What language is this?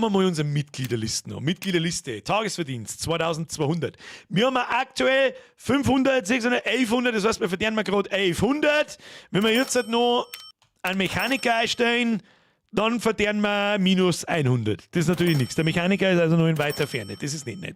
Bavarian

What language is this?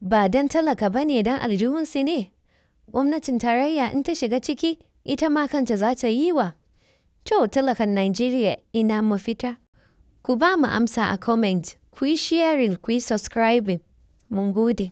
Hausa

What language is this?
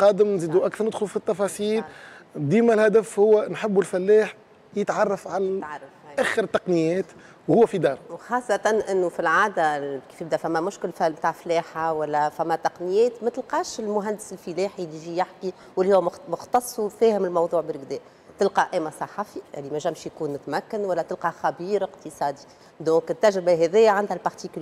Tunisian Arabic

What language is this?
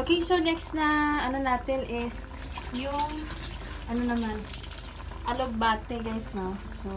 Hiligaynon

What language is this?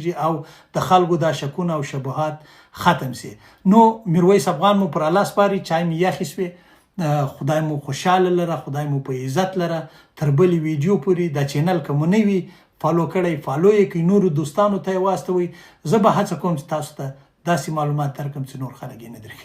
Pashto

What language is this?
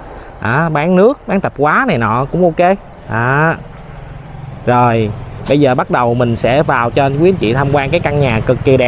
Vietnamese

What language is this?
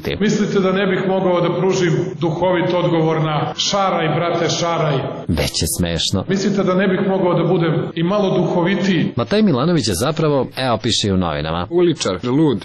Serbian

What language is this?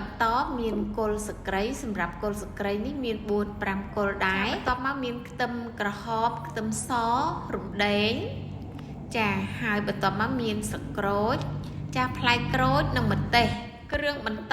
Khmer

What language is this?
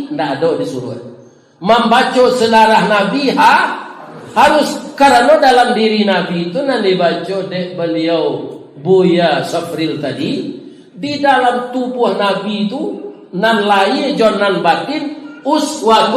Minangkabau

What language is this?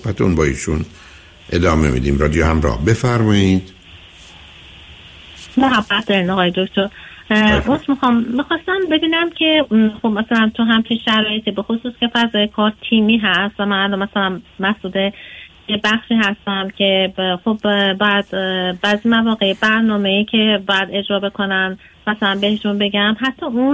Persian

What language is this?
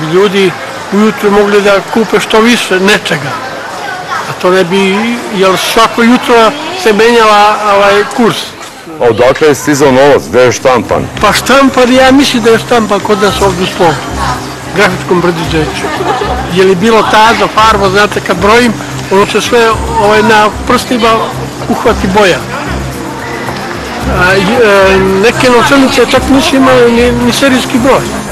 Serbian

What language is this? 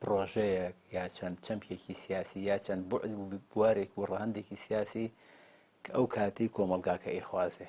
Central Kurdish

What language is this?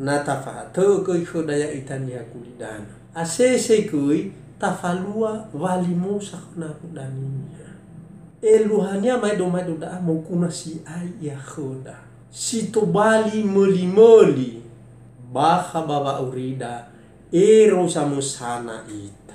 Nias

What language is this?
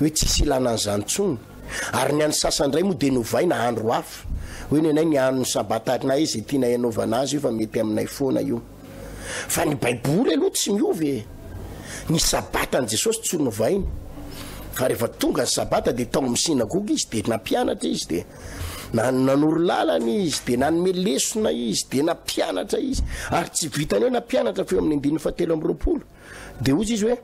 Malagasy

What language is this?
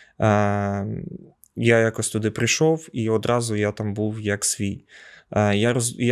Ukrainian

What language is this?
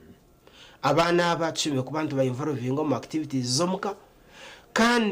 Nyankole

